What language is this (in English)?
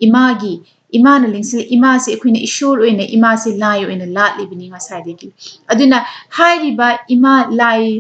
Manipuri